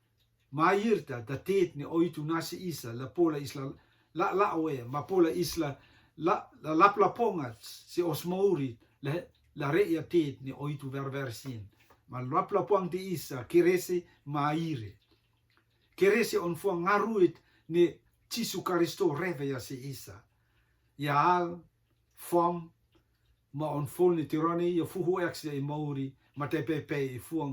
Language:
Rotuman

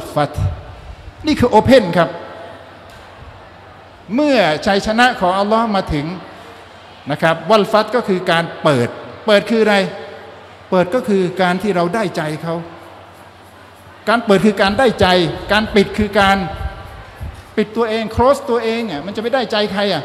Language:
Thai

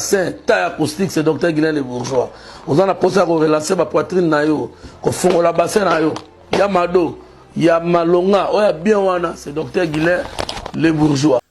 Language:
Lingala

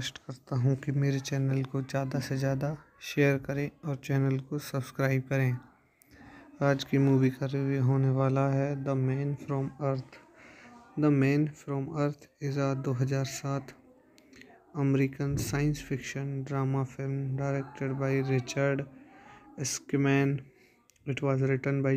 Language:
Hindi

